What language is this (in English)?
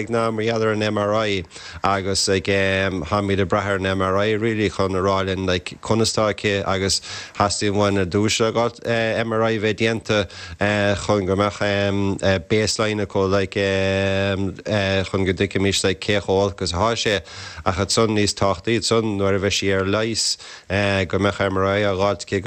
Irish